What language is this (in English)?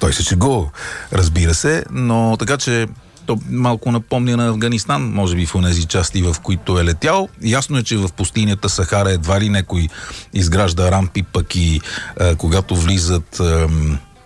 Bulgarian